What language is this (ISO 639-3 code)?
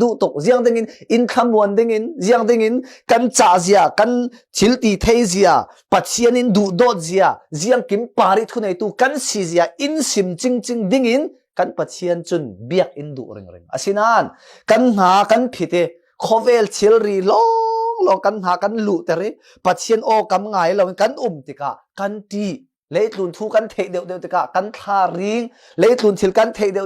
cfm